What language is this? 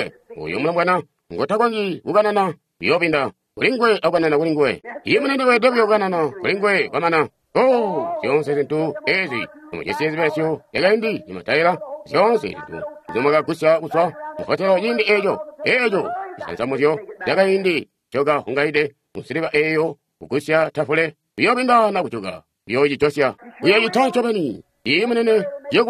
Tonga (Zambia)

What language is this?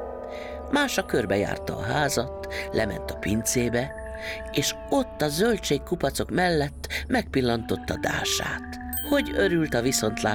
Hungarian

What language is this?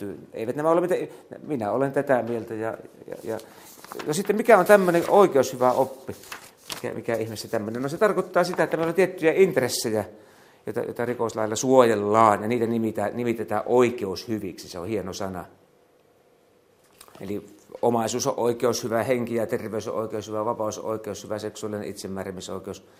Finnish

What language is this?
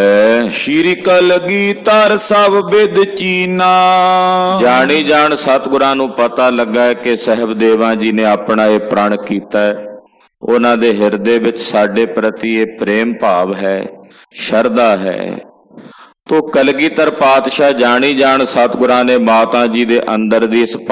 Punjabi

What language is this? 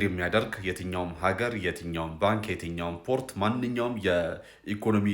Amharic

